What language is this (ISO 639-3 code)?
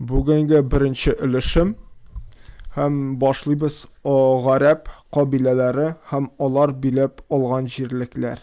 tat